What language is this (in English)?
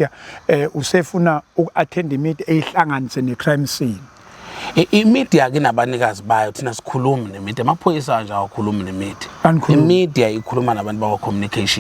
Zulu